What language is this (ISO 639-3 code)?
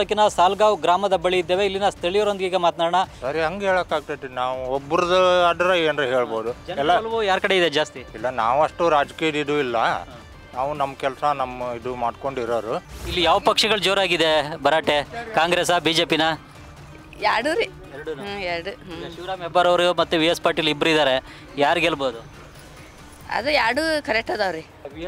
kan